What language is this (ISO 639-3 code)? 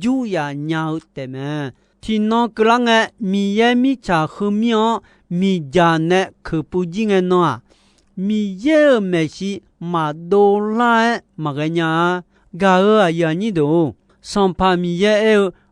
ahk